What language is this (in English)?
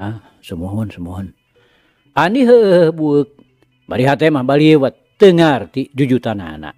Sundanese